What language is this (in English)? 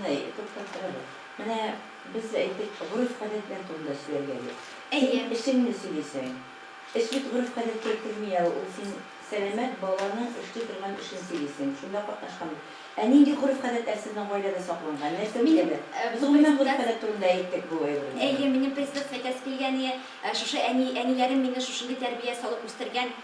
Tatar